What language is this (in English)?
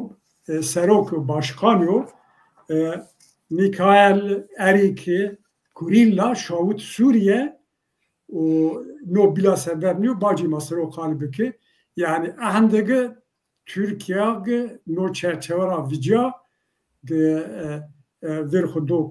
Zaza